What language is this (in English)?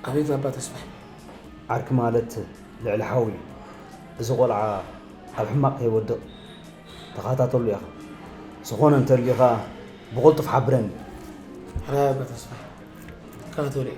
Tigrinya